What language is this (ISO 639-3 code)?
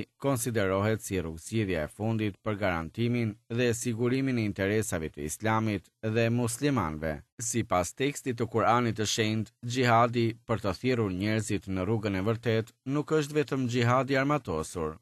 sqi